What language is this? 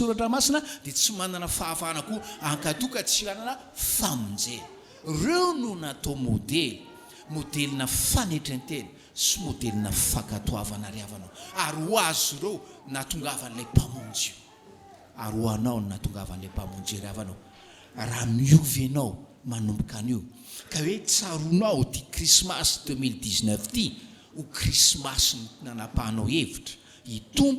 Malagasy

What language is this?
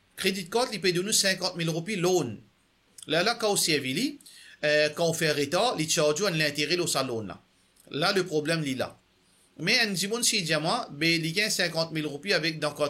Morisyen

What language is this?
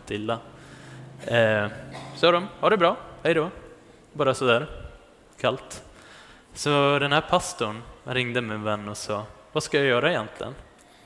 Swedish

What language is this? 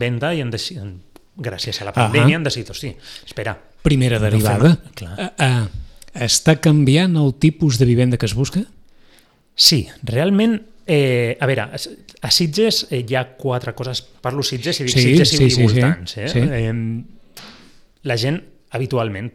Catalan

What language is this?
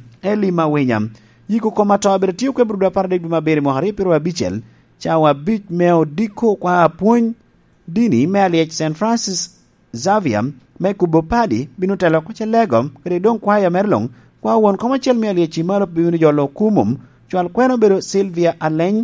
Lango (Uganda)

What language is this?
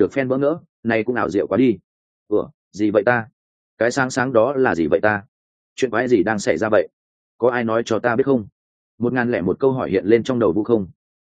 Vietnamese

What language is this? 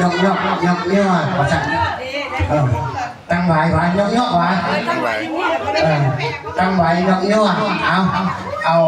Lao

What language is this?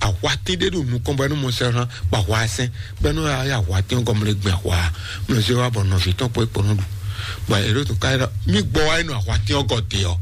Fon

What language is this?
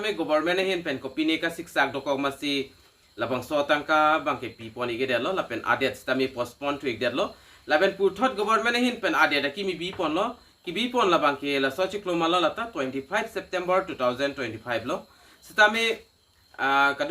Karbi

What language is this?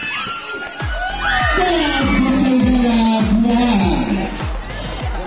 Filipino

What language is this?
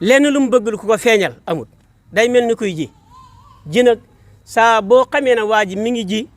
Wolof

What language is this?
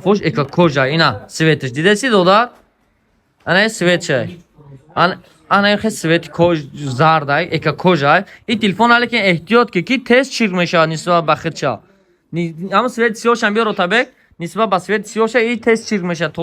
Tajik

